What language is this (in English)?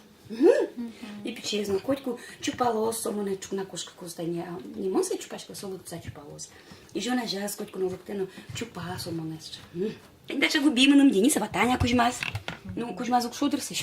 Udmurt